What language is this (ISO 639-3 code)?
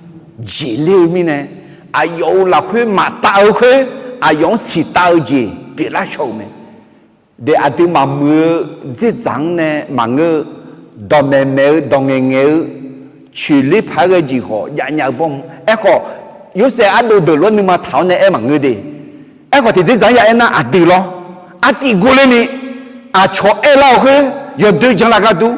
ahk